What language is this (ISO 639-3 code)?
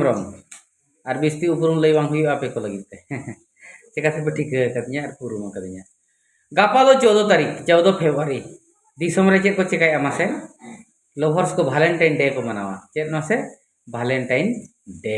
sat